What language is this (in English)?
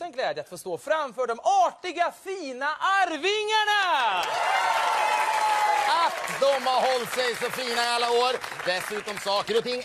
Swedish